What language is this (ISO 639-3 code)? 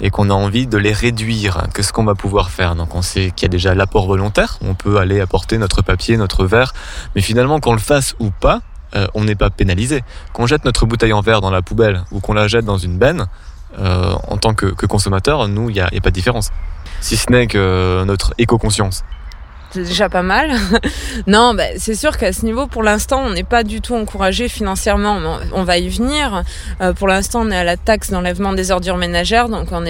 fra